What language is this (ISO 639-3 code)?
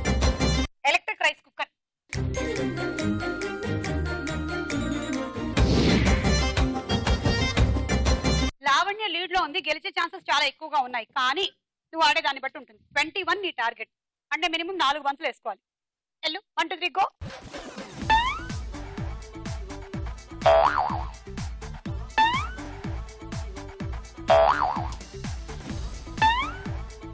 tel